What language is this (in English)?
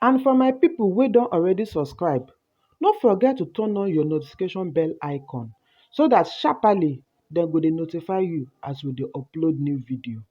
Nigerian Pidgin